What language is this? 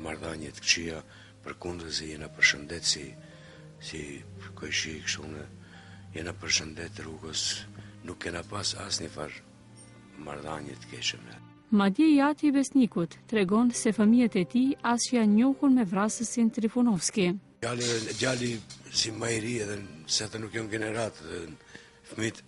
Albanian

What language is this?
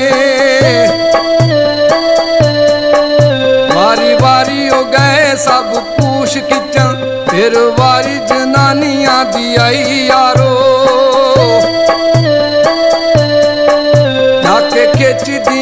Punjabi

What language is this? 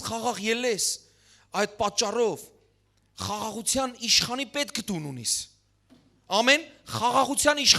Western Armenian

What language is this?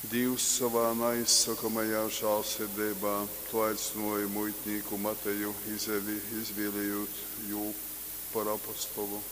Latgalian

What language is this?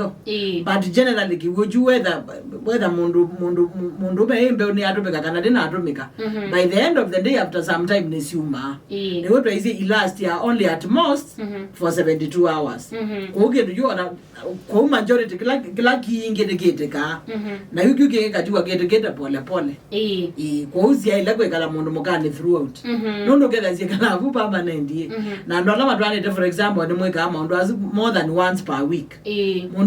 Kamba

